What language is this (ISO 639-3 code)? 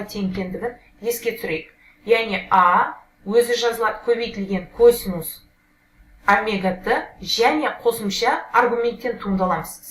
kaz